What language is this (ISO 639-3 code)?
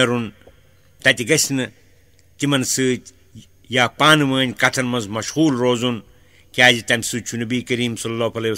kas